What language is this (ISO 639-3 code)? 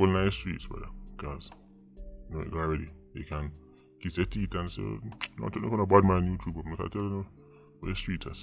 jam